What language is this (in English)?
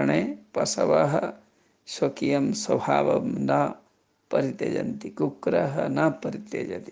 Sanskrit